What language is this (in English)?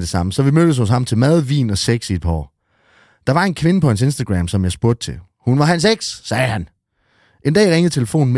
Danish